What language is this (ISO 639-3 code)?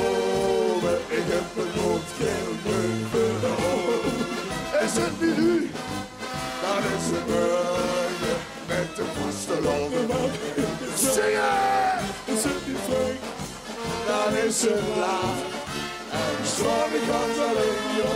lim